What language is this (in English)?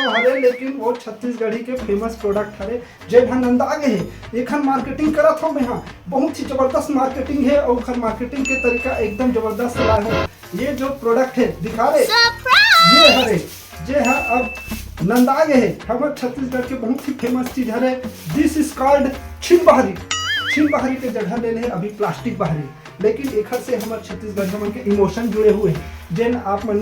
Chhattisgarhi